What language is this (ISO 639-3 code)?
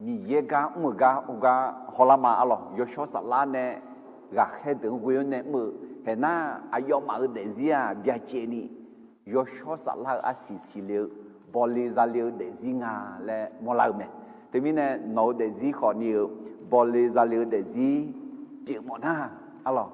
ahk